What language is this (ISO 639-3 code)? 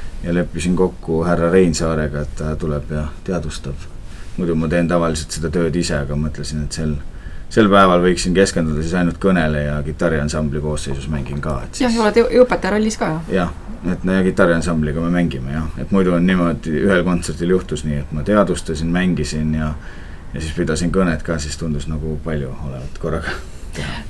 est